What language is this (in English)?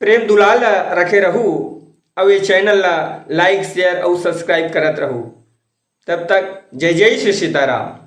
Chhattisgarhi